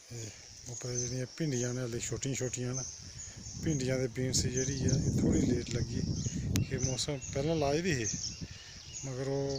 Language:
Dogri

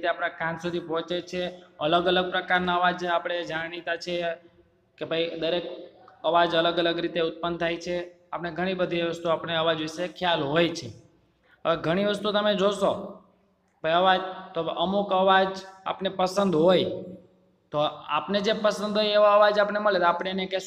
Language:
Gujarati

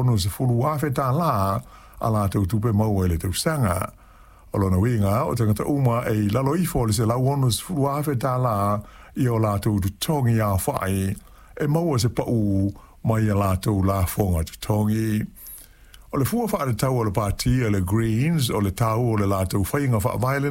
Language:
Samoan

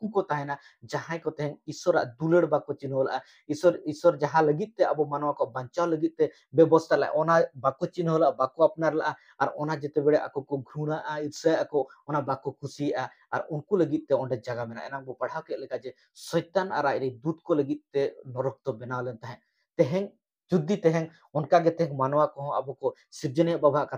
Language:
Santali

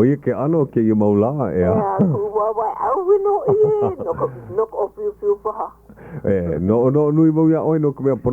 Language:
Hawaiian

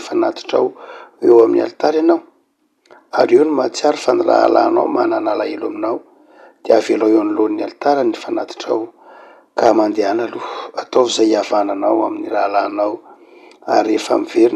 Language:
Malagasy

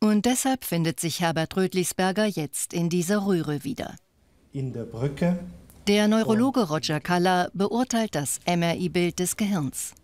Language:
Swiss German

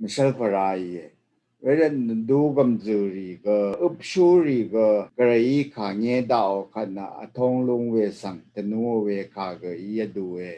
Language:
Rawang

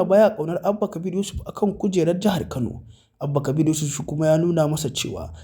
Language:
Hausa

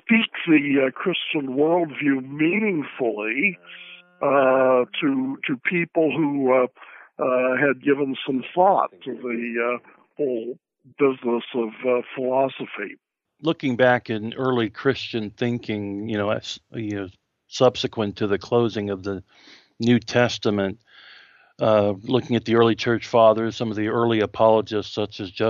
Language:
English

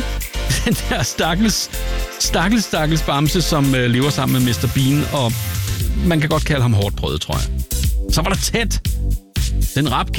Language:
Danish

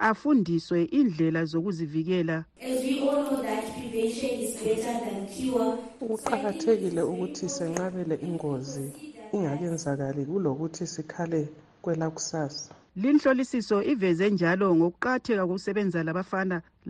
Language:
North Ndebele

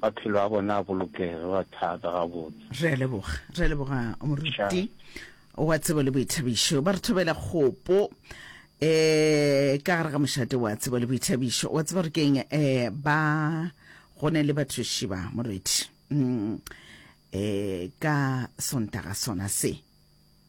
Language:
Northern Sotho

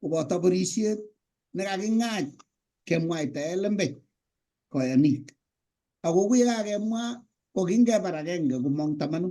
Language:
Kalenjin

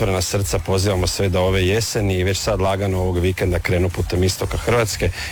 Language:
Croatian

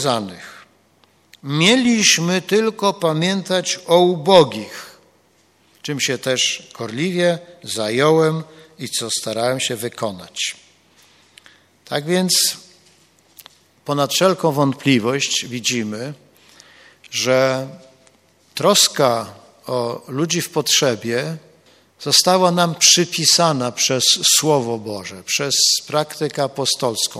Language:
Polish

